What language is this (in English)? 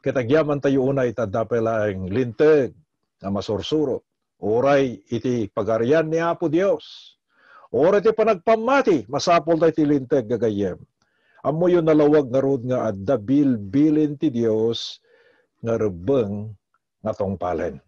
Iloko